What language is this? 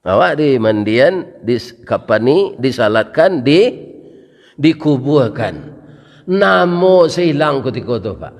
Minangkabau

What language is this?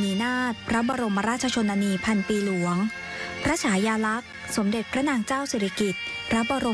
Thai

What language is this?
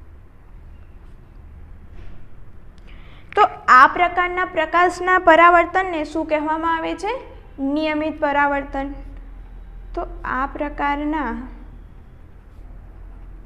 Gujarati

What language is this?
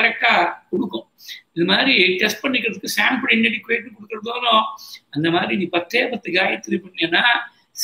Tamil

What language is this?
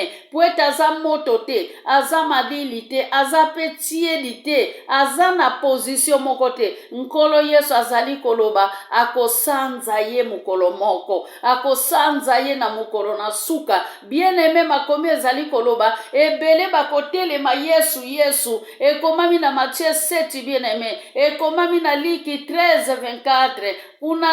Lingala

